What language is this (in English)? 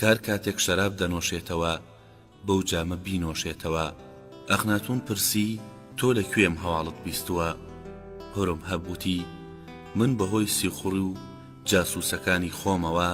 Central Kurdish